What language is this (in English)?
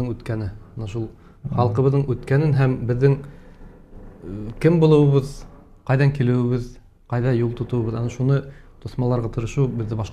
Bashkir